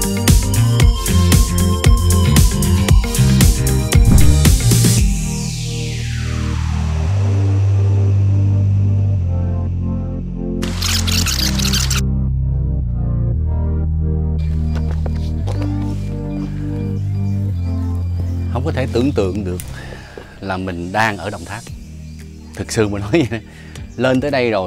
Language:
Vietnamese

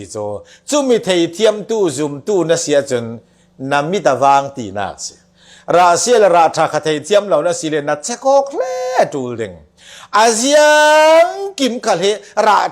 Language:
Falam Chin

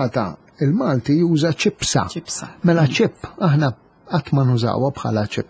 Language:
Maltese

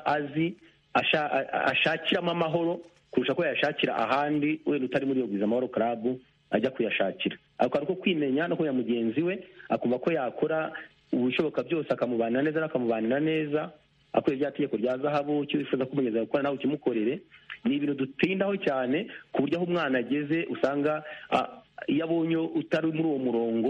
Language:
Kinyarwanda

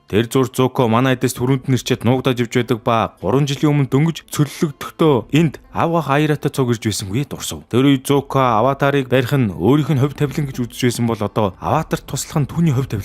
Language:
Mongolian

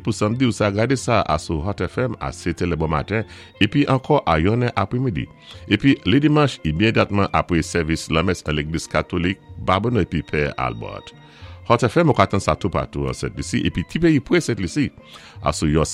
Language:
Saint Lucian Creole French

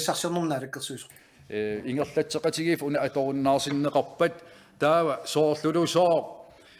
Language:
Kalaallisut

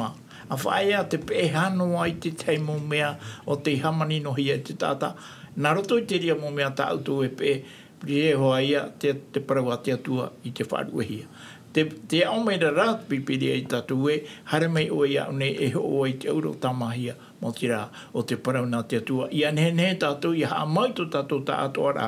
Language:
Tahitian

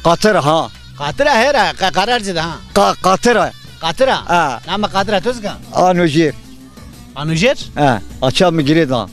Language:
Zaza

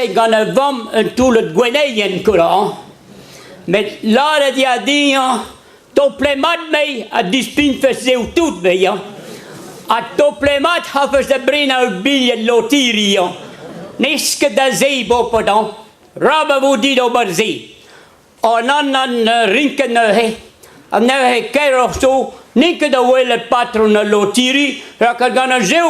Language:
Breton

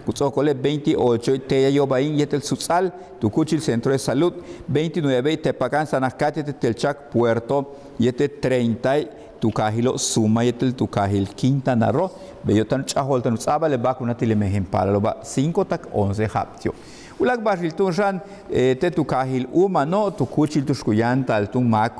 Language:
Yucateco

